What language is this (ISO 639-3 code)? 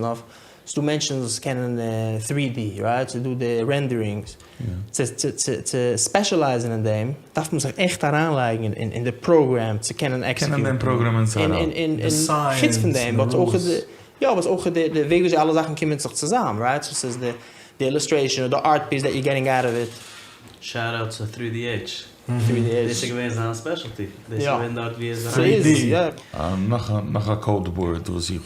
yid